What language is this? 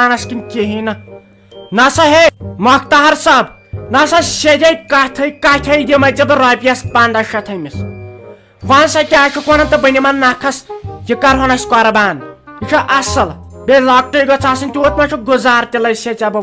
Kashmiri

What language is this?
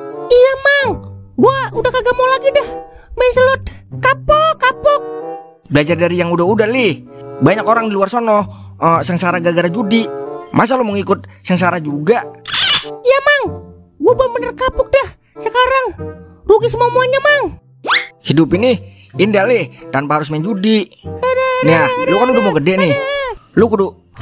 Betawi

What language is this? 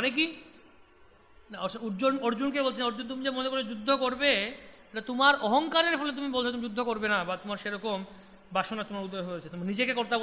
Bangla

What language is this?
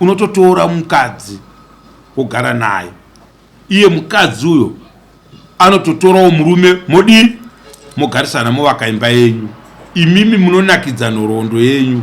Shona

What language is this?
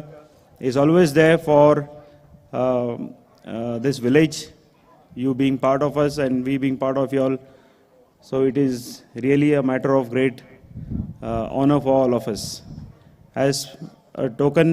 Tangkhul Naga (India)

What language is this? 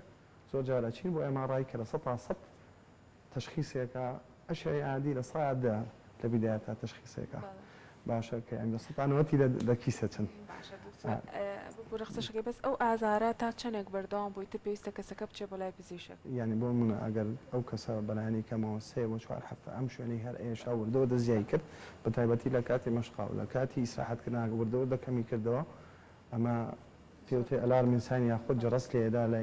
Central Kurdish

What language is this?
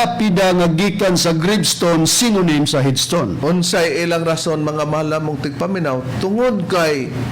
Cebuano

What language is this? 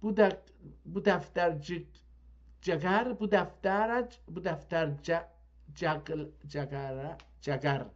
South Azerbaijani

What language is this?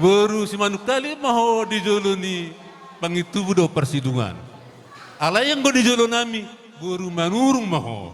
Batak Toba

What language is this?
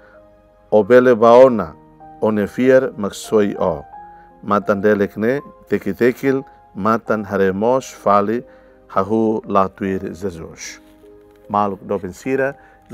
Tetum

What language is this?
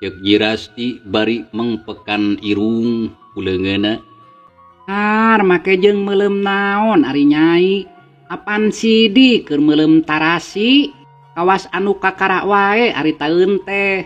Sundanese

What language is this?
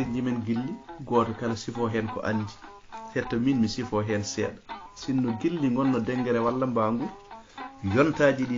Fula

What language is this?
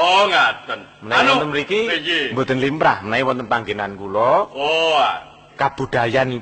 Javanese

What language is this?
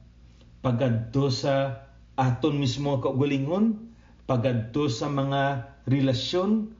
Hiligaynon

